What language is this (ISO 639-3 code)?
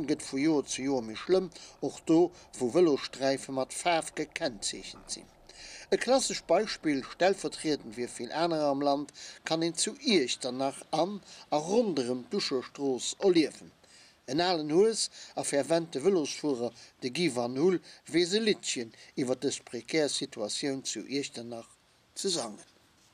ltz